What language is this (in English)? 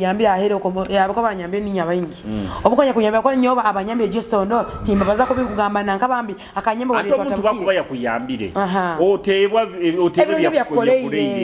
Nyoro